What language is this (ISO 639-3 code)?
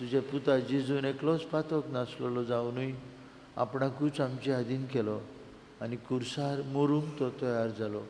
kok